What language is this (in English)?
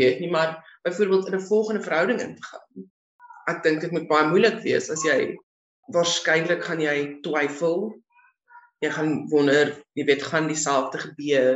Afrikaans